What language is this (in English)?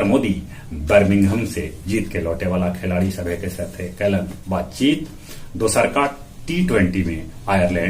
Magahi